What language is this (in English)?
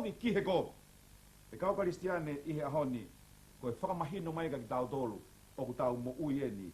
Tongan